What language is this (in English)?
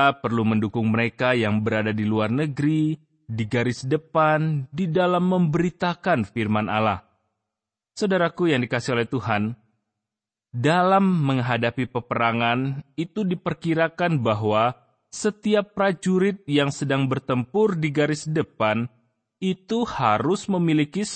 Indonesian